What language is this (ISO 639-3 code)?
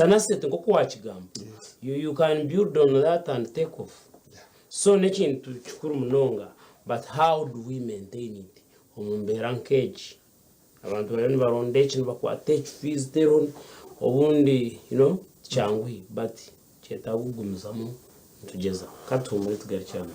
nyn